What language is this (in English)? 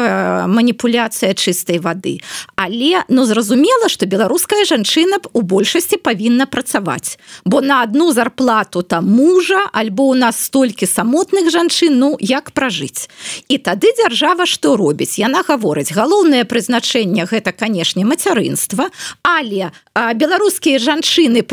Belarusian